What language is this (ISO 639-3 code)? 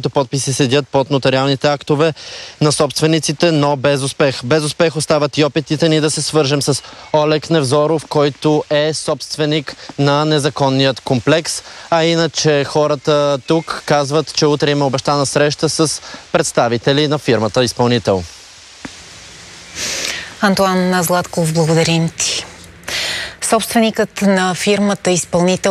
bul